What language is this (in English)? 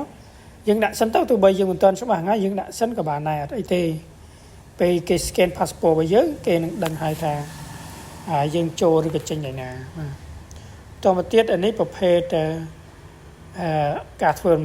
Khmer